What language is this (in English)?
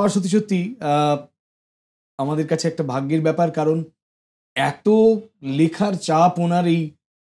Bangla